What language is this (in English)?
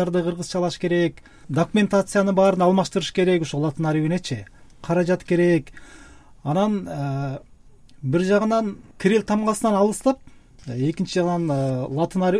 Kyrgyz